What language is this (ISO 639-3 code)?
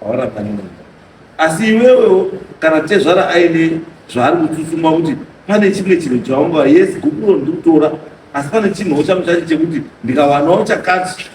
sna